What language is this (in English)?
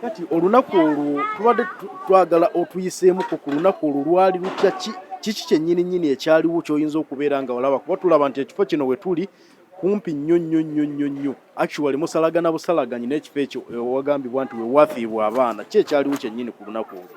Ganda